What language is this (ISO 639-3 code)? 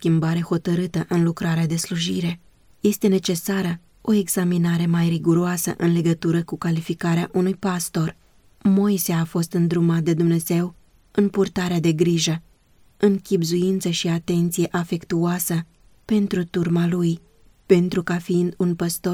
ron